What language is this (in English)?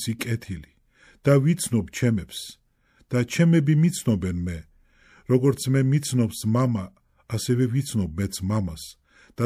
Georgian